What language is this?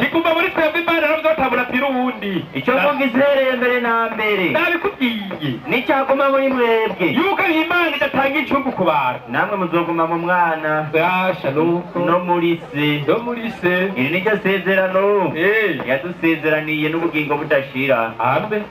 Rundi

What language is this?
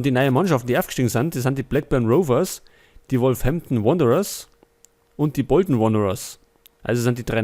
Bavarian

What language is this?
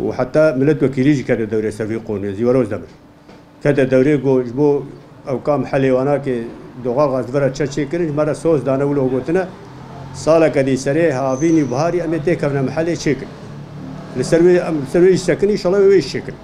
Kurdish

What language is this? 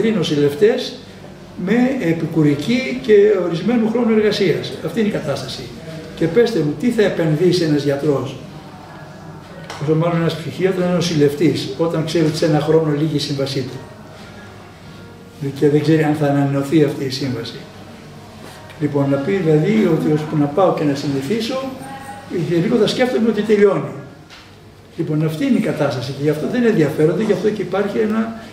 Greek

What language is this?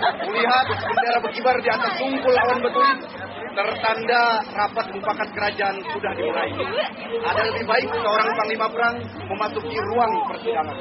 Banjar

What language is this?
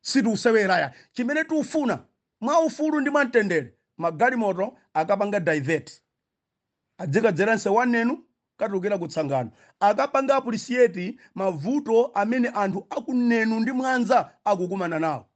Nyanja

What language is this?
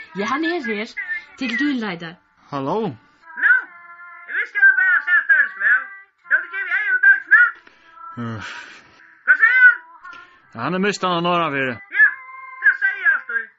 Faroese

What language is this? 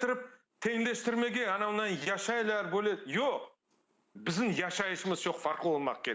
Crimean Tatar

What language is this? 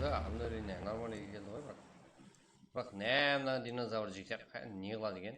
Kara-Kalpak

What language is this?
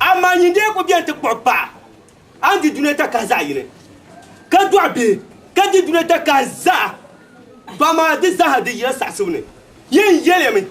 Dagbani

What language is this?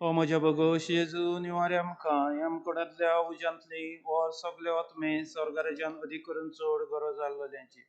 Konkani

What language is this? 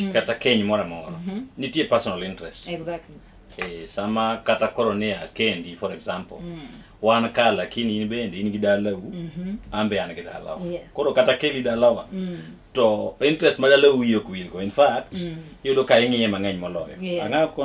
Luo (Kenya and Tanzania)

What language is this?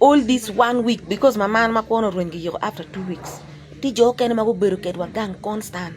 Acoli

